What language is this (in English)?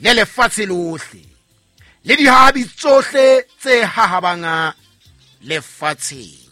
Southern Sotho